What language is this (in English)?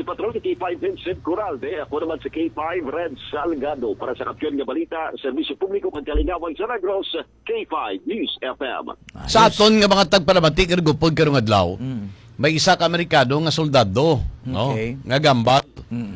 Hiligaynon